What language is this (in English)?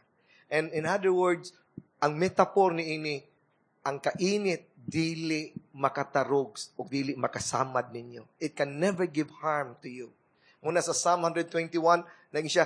Cebuano